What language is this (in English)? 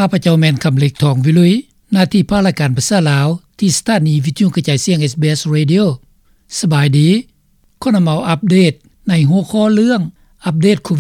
Lao